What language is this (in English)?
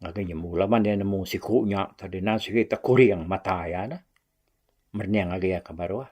Iban